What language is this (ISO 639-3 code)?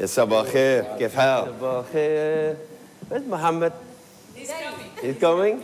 fry